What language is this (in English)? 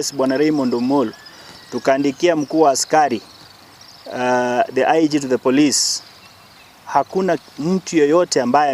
Gusii